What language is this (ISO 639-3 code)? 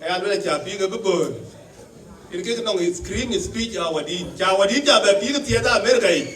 din